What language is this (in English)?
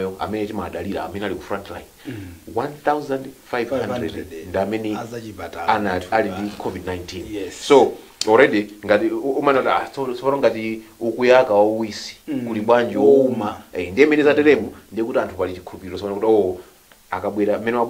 Nyanja